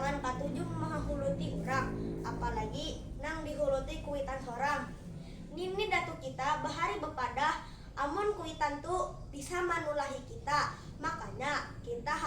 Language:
Banjar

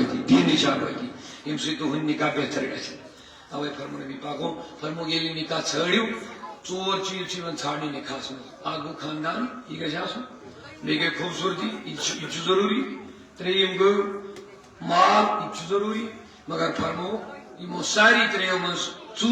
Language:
Kashmiri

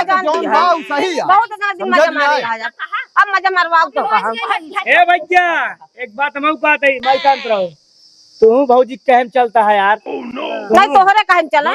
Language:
Awadhi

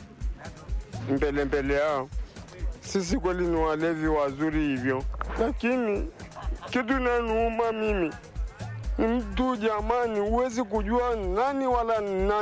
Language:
Swahili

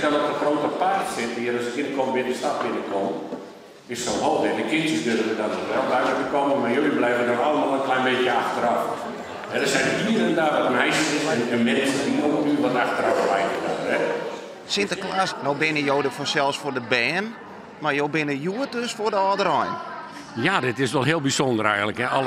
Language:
Western Frisian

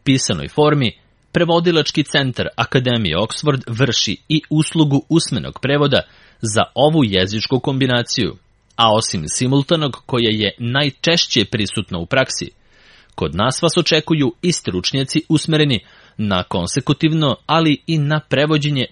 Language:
Serbian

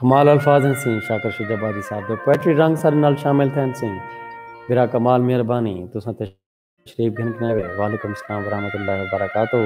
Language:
Saraiki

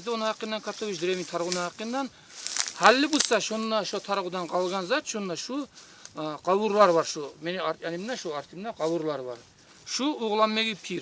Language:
Kumyk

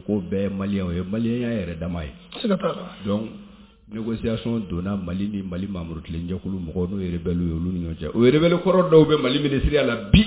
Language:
Bambara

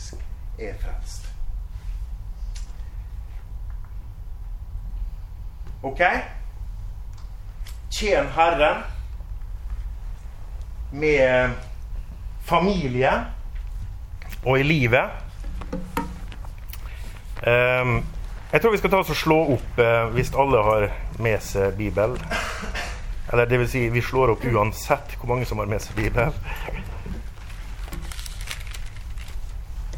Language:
Norwegian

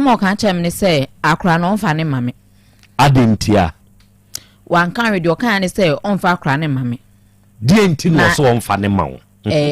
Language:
Akan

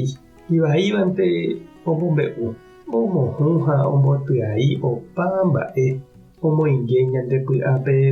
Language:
Guarani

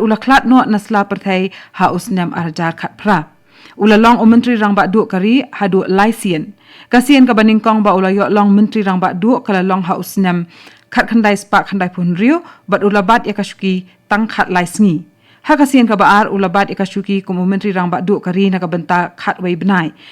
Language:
Khasi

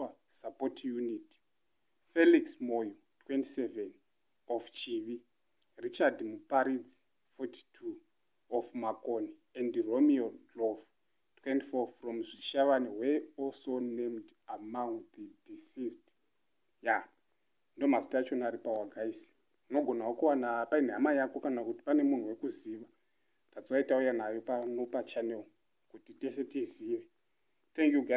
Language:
Shona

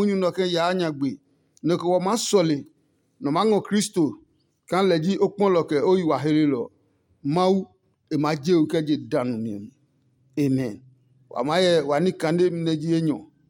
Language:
Adangme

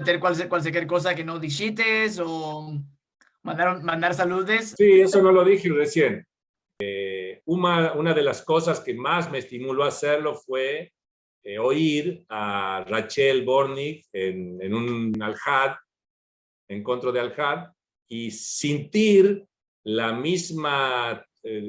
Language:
Ladino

